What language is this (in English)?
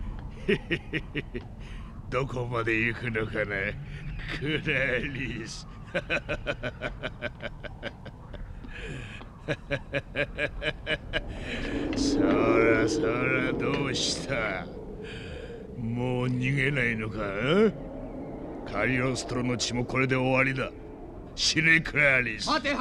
Japanese